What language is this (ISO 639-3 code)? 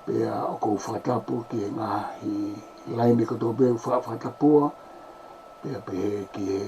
ton